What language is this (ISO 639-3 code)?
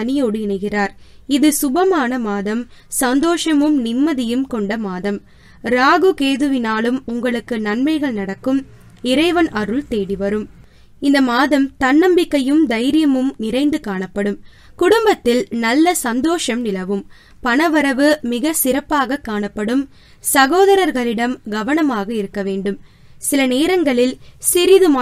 tam